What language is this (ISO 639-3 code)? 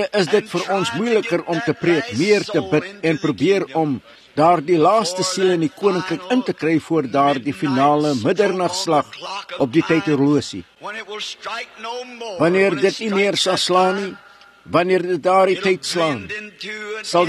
afr